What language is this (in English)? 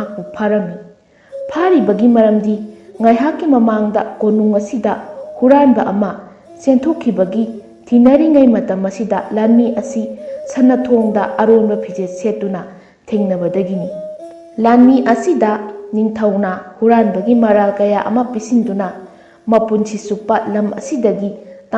Manipuri